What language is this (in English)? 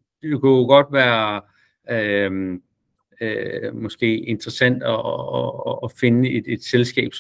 Danish